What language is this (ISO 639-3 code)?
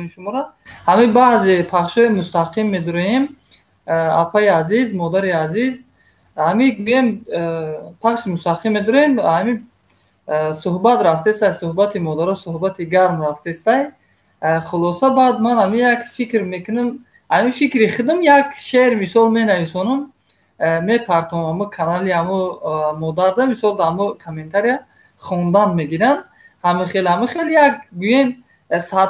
tgk